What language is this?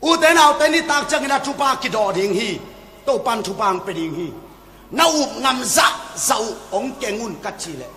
Tedim Chin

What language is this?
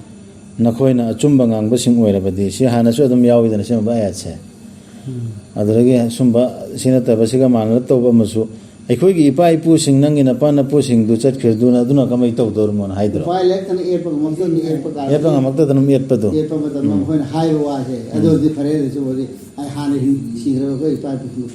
Manipuri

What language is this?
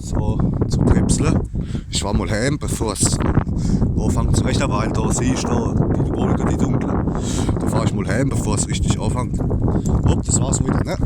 Palatine German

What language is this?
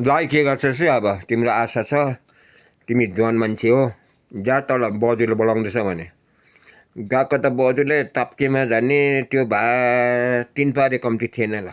Nepali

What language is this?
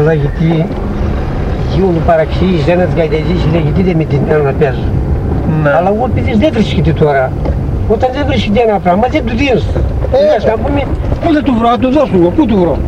Greek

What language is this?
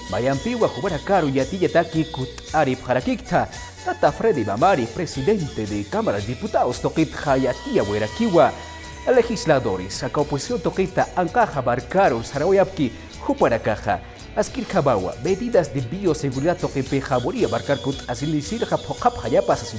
Aymara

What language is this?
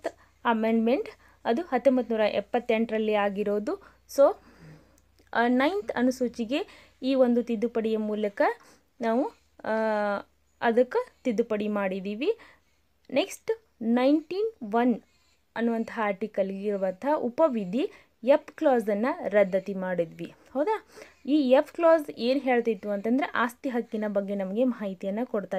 Kannada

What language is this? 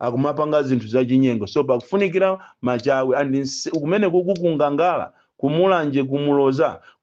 Nyanja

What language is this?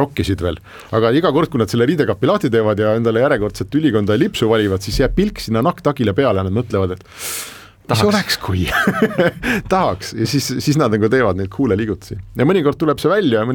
Estonian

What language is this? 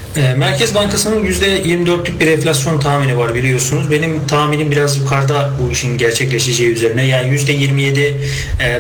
Turkish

